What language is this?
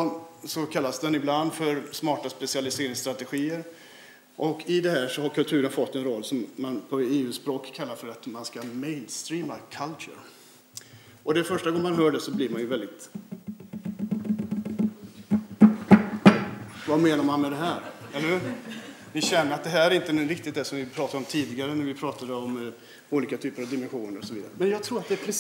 Swedish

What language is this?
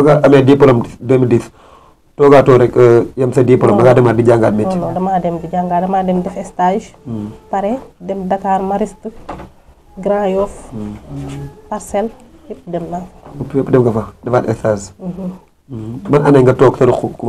Wolof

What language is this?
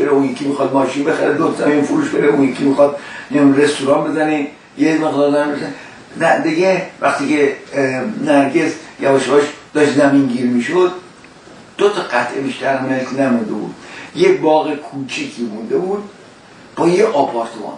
Persian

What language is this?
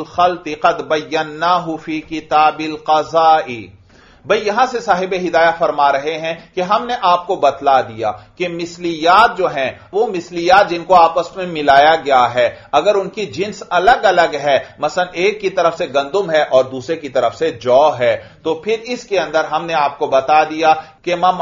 Urdu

